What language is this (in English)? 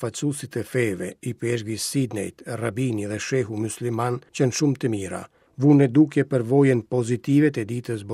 Albanian